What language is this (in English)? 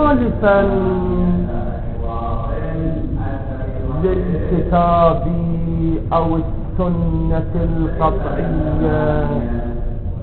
Arabic